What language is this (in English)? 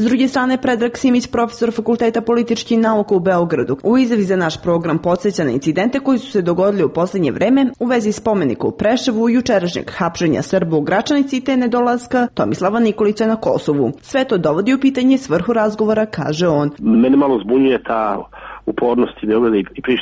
Serbian